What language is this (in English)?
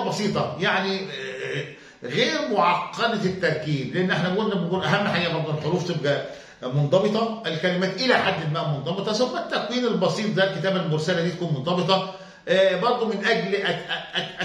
Egyptian Arabic